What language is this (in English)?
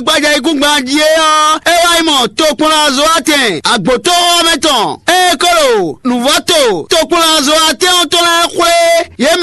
Fon